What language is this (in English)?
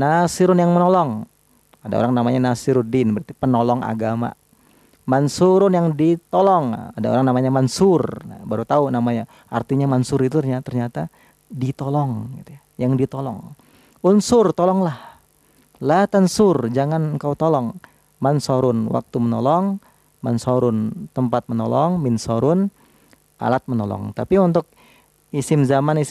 Indonesian